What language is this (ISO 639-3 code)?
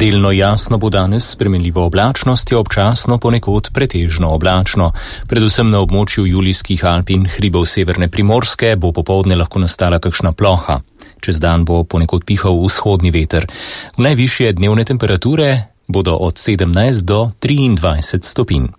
slv